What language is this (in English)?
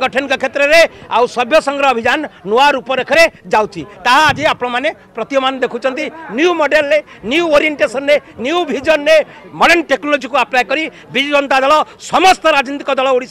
Odia